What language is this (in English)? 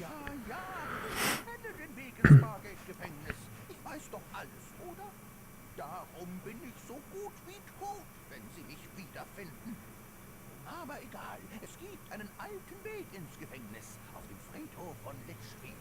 Swiss German